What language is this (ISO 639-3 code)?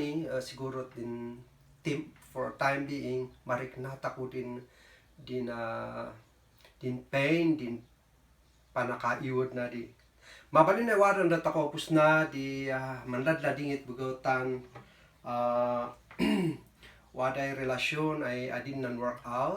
kne